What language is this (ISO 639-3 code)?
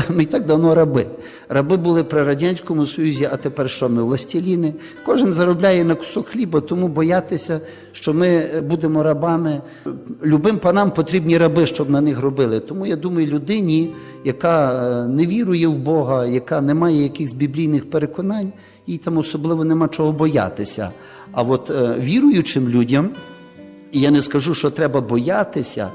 ukr